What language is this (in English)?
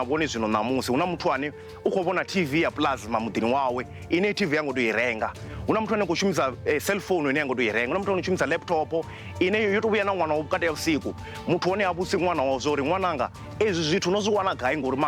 Venda